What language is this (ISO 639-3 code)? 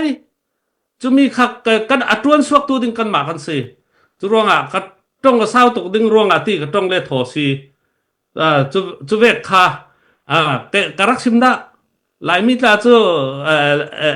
cfm